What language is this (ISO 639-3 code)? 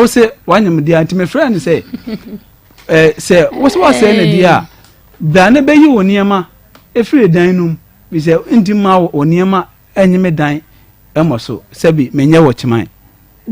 aka